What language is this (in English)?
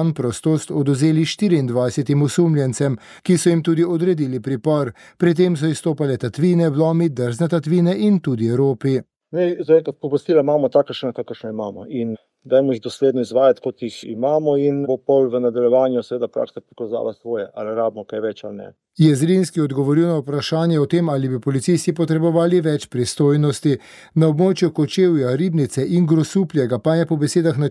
Slovenian